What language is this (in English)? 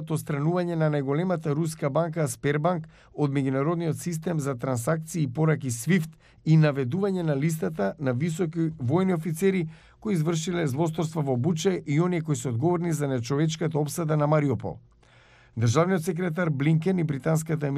Macedonian